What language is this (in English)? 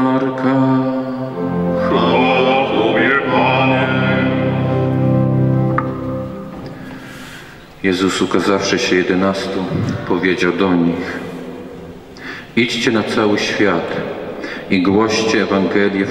Polish